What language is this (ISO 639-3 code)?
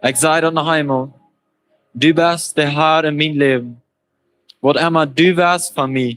pdt